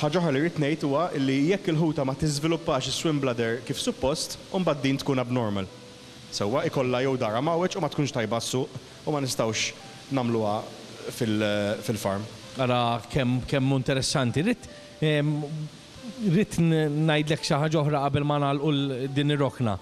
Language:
Maltese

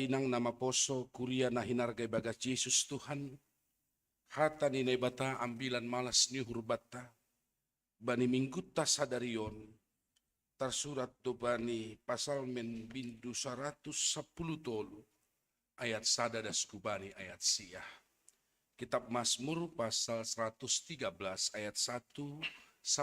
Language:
Batak Simalungun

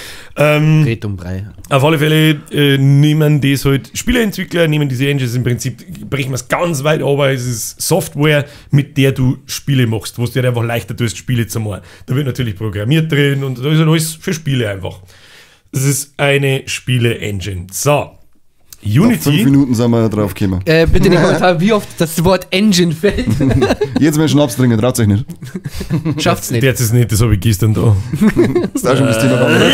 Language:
Bavarian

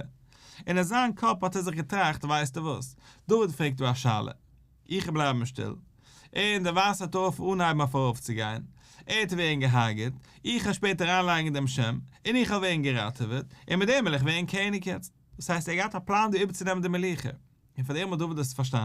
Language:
Yiddish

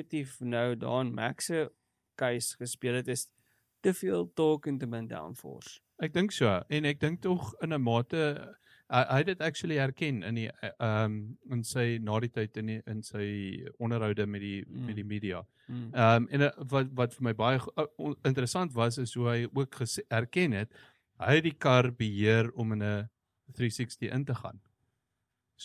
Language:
Afrikaans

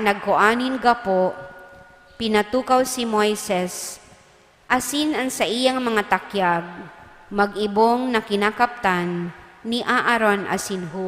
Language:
Bikol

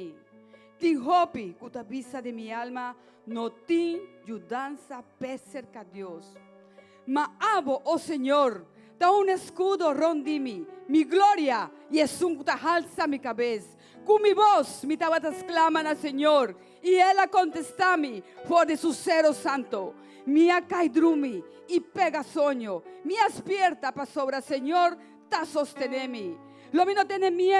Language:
Papiamento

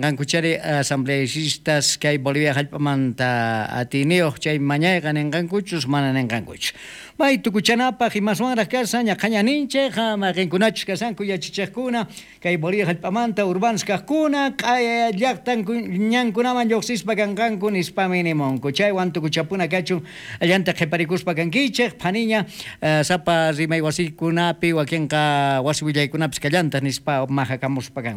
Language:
South Bolivian Quechua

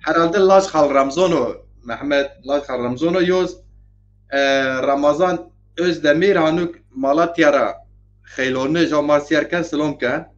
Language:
Zaza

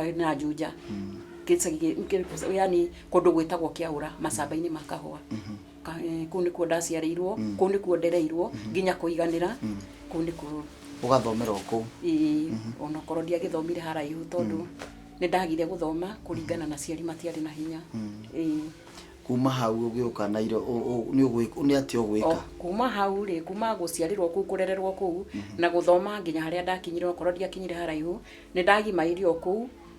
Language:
Kikuyu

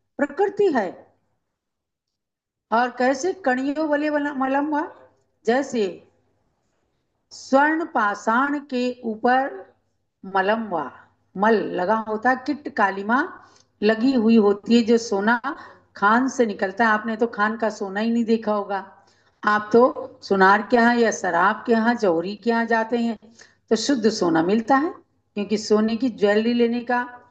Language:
Hindi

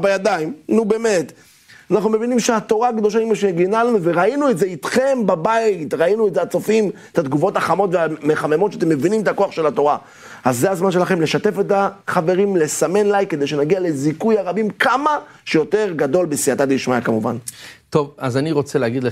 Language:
Hebrew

